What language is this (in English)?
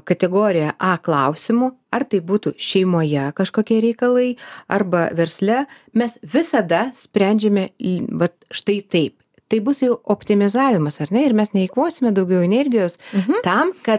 Lithuanian